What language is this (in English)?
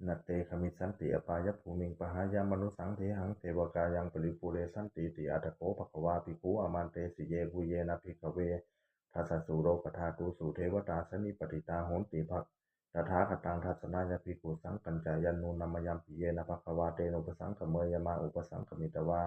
Pali